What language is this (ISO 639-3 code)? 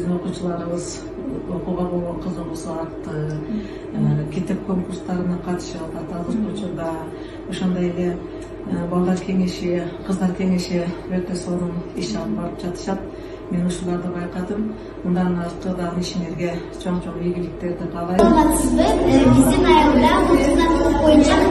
kir